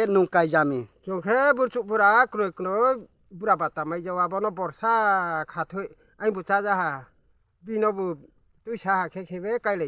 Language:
Kok Borok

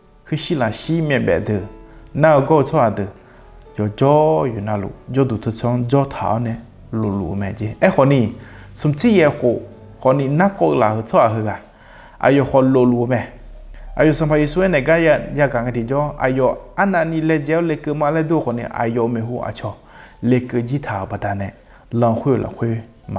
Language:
Akha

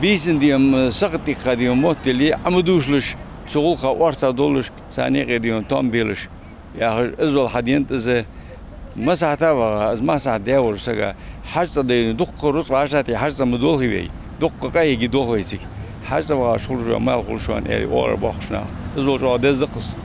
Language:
Ingush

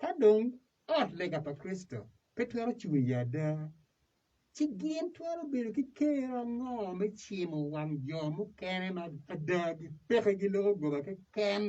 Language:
Acoli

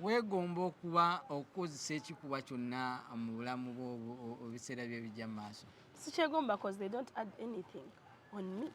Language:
Ganda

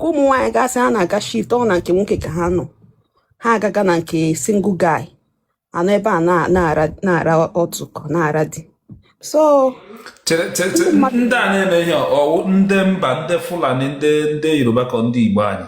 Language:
Igbo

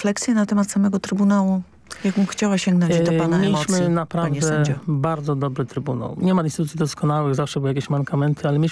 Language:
Polish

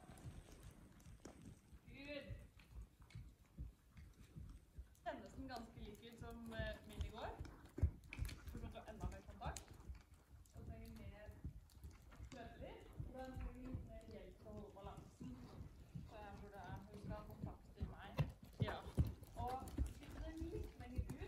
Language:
Norwegian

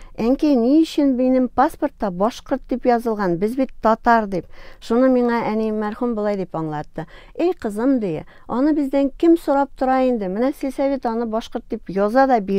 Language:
Tatar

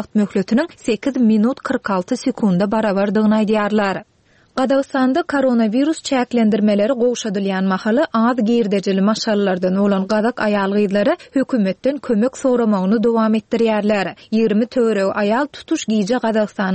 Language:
Turkmen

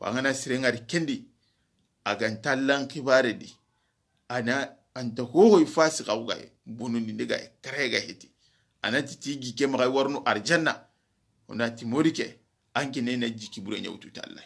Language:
Soninke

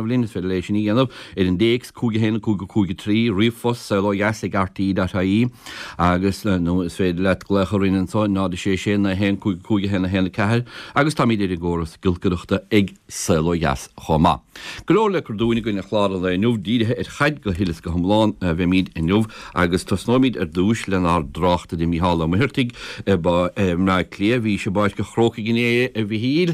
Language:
Irish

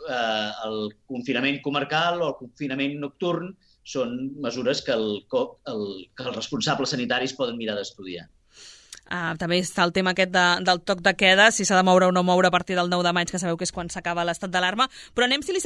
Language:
Catalan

